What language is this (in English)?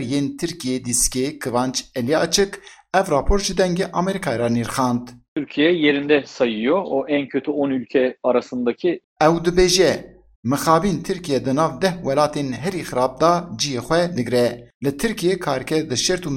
Kurdish